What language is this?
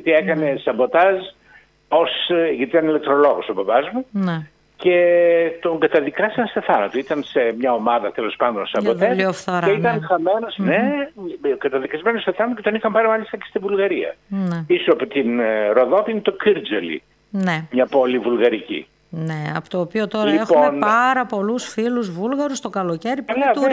Greek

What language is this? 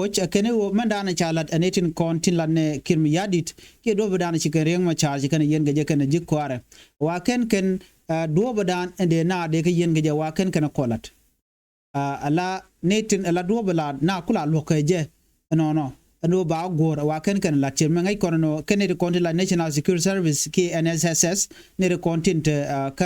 Nuer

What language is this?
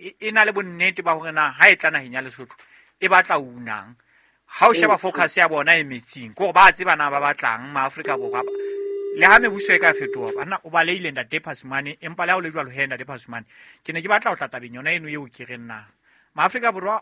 Southern Sotho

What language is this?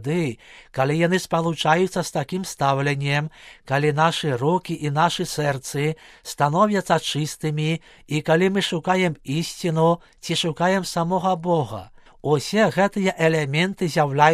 Belarusian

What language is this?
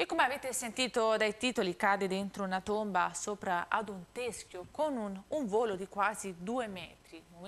Italian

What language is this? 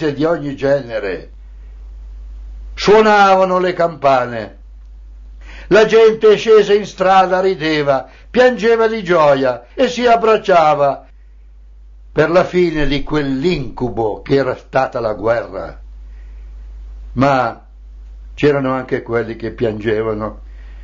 Italian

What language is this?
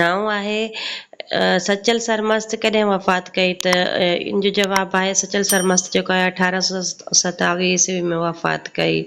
Sindhi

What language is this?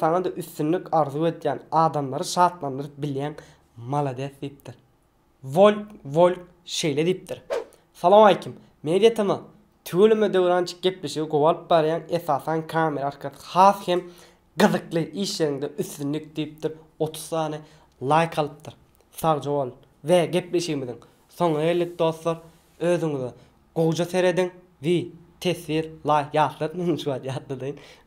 Turkmen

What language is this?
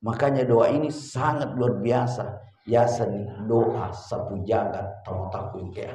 Buginese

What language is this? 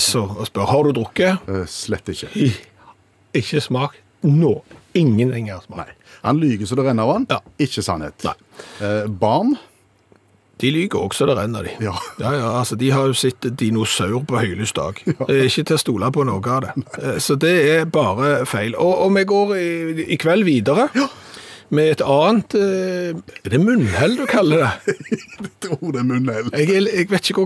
Norwegian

